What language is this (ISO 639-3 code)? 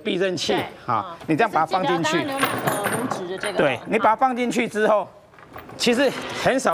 zho